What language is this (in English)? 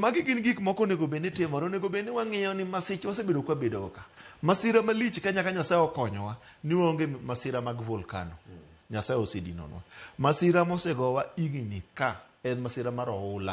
Luo (Kenya and Tanzania)